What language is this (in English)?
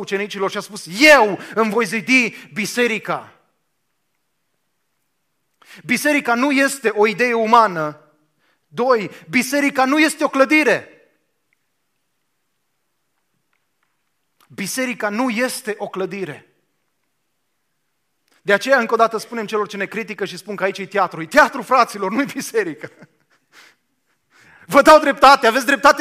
Romanian